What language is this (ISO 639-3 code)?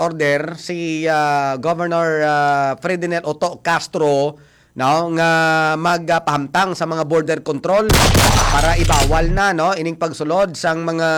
hil